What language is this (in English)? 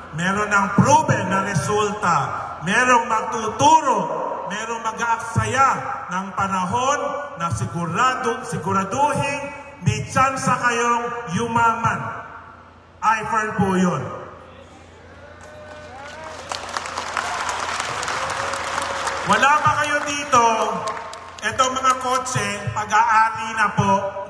Filipino